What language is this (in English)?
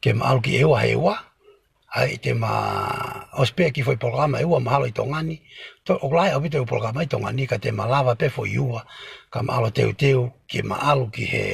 Tongan